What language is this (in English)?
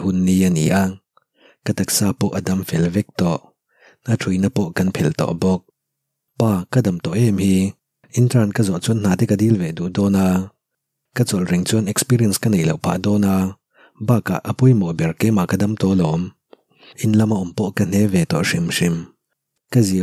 Mizo